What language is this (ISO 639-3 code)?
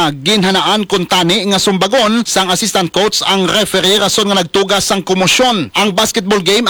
hil